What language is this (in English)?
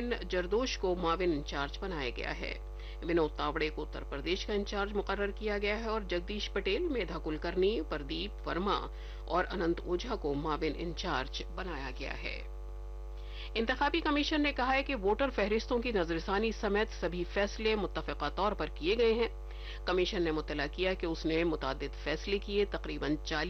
Urdu